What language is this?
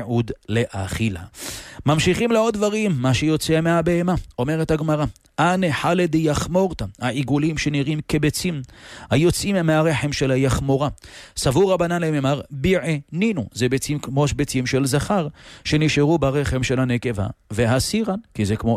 Hebrew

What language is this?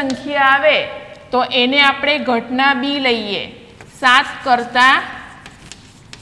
Gujarati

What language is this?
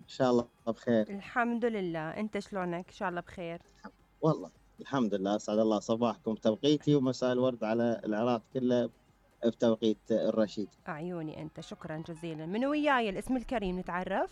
Mesopotamian Arabic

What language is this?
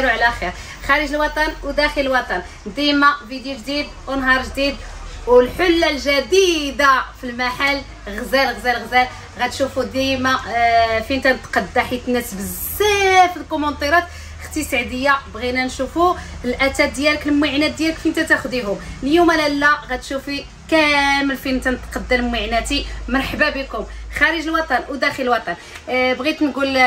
Moroccan Arabic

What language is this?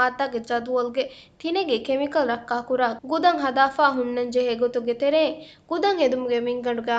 Divehi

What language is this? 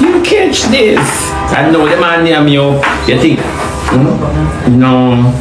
Jamaican Creole English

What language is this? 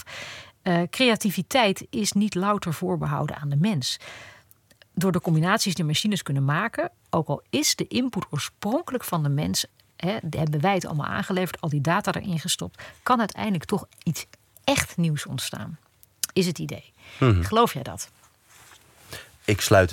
Dutch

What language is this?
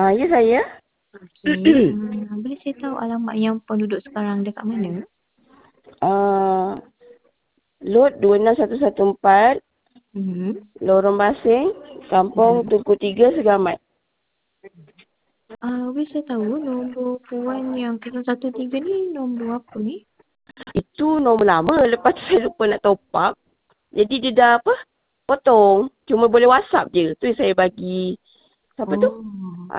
Malay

